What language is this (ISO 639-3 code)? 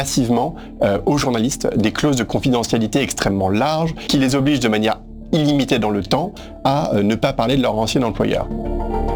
fra